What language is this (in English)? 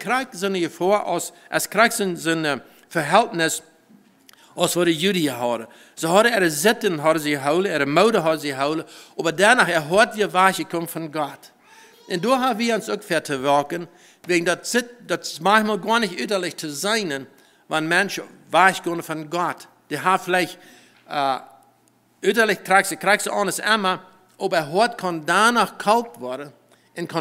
Plautdietsch